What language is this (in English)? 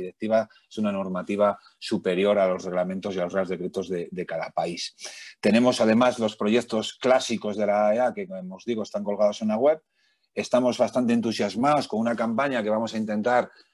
Spanish